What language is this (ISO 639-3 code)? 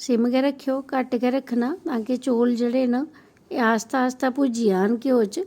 doi